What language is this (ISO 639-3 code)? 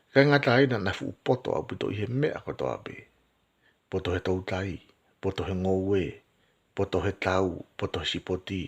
ton